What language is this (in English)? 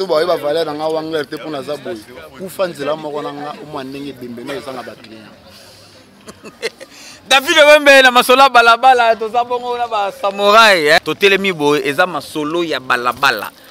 Lingala